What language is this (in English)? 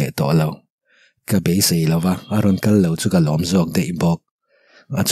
Mizo